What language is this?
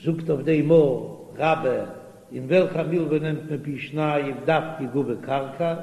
Yiddish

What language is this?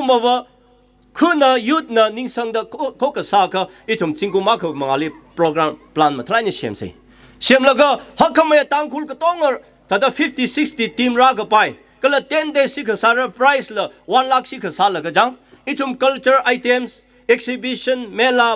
Tangkhul Naga (India)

